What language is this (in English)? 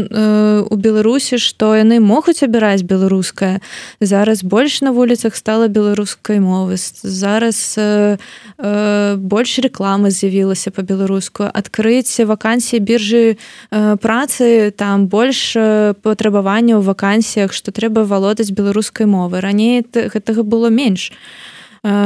Belarusian